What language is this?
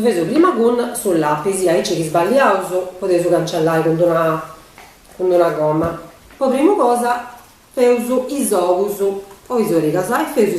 Sardinian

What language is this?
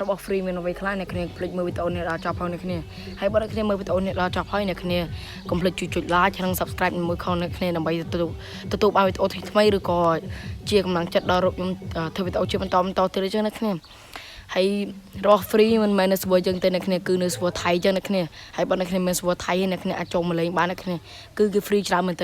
Khmer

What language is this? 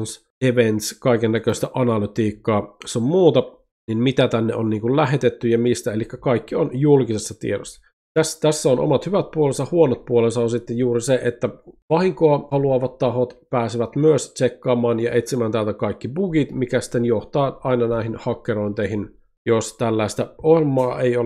Finnish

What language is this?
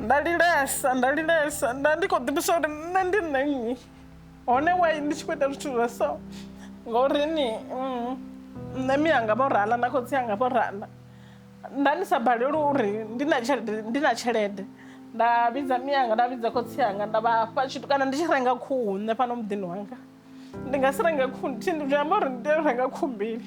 Venda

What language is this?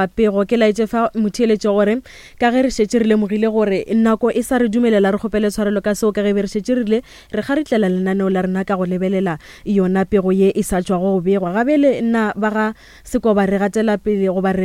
Northern Sotho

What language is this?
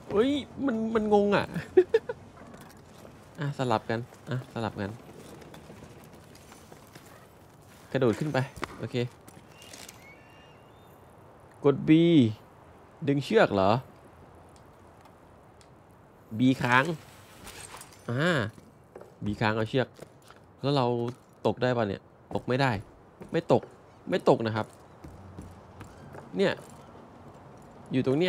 Thai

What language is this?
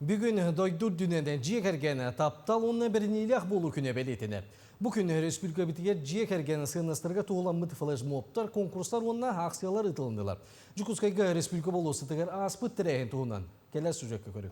Yakut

